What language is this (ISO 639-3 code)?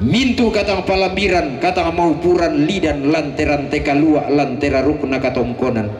sda